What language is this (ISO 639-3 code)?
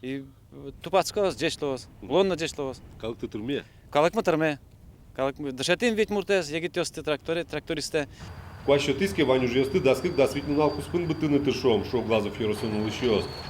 udm